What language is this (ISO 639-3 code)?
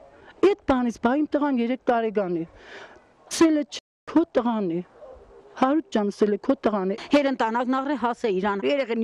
hye